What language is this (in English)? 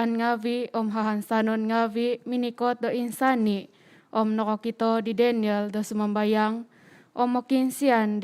Central Dusun